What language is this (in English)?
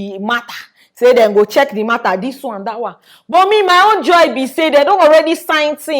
Nigerian Pidgin